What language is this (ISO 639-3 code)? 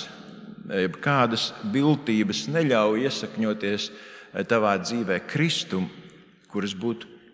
lav